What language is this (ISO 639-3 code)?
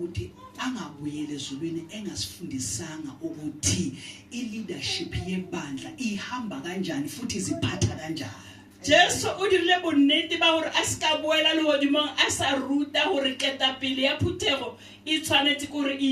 zul